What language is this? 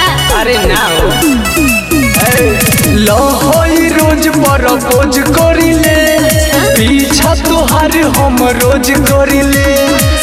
Bhojpuri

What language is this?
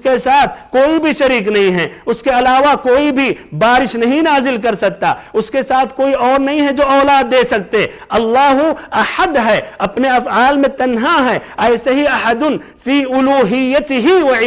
Urdu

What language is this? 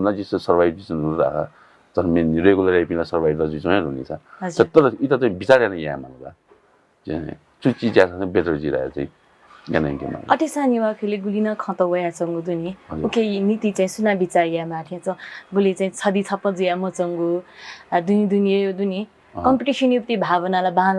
Newari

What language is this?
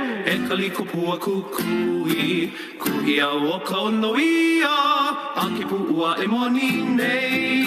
Hawaiian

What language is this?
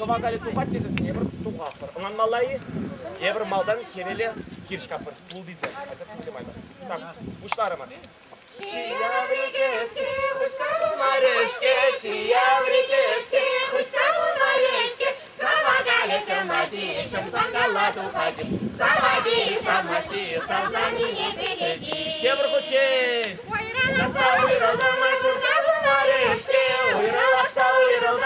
Chuvash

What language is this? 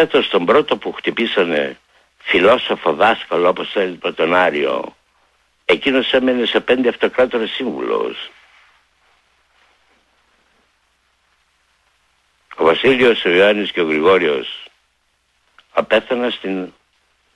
Greek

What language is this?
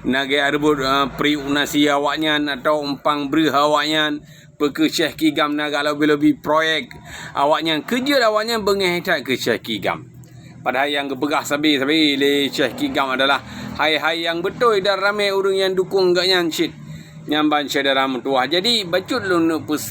Achinese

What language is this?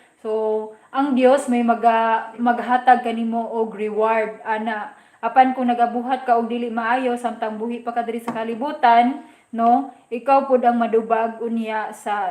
Cebuano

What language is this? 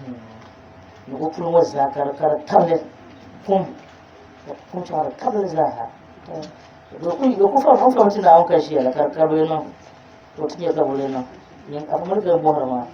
Dagbani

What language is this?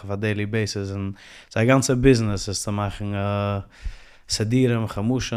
Yiddish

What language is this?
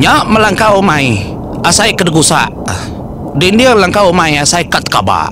Iban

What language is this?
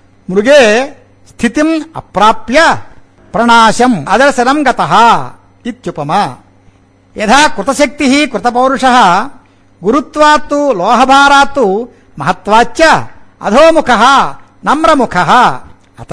Sanskrit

